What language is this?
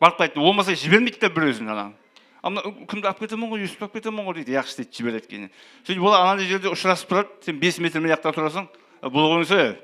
Kara-Kalpak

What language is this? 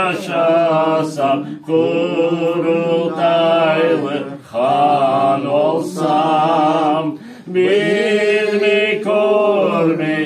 Crimean Tatar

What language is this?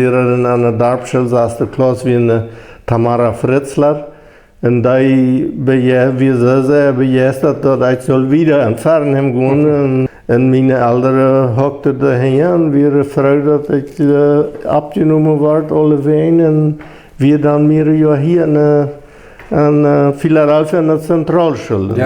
Plautdietsch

